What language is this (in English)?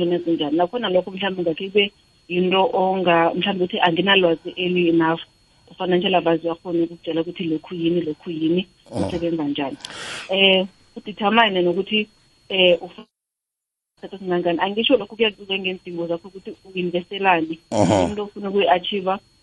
South Ndebele